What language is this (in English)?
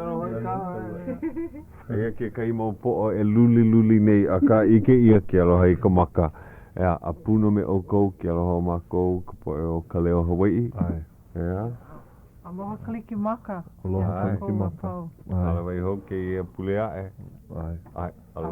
Hawaiian